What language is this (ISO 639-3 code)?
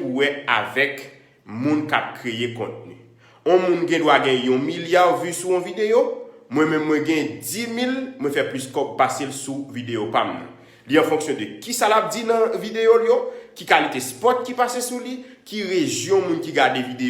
hat